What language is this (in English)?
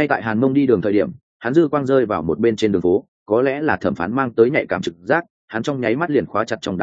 Vietnamese